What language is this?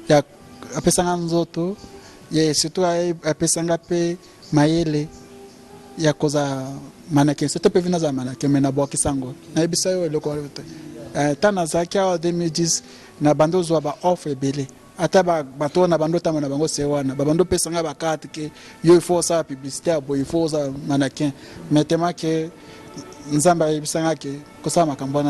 Lingala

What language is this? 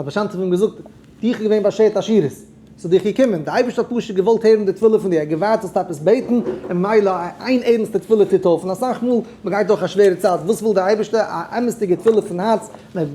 Yiddish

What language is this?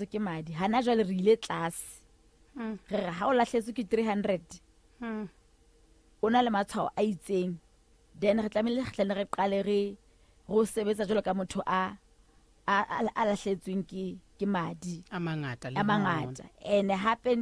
Southern Sotho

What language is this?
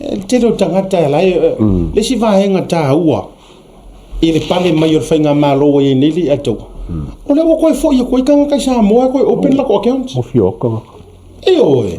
Samoan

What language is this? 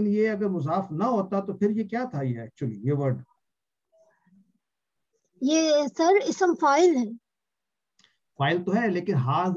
Urdu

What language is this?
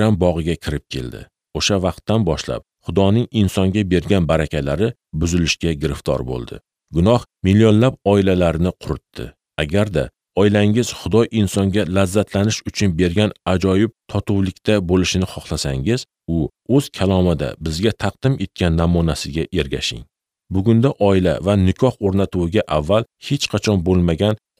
Uzbek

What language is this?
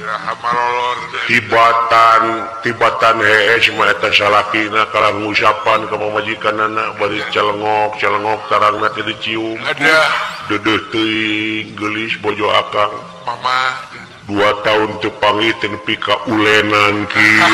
Sundanese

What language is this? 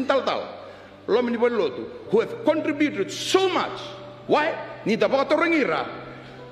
Fijian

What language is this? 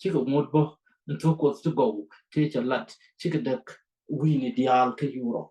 Nuer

